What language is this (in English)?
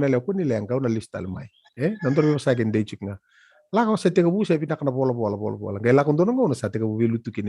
Fijian